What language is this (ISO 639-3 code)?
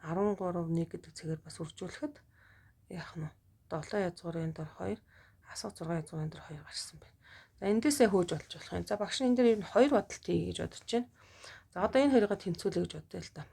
mon